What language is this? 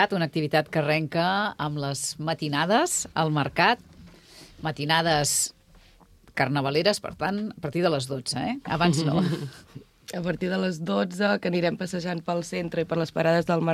Catalan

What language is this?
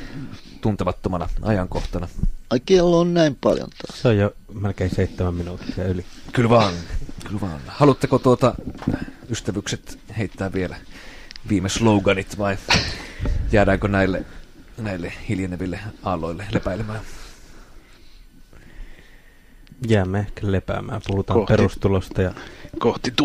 Finnish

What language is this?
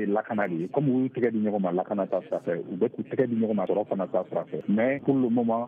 Bambara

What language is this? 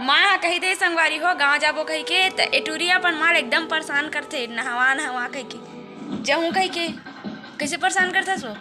Chhattisgarhi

